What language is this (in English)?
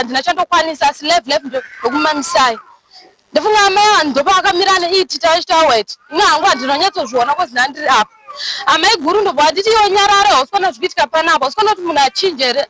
Shona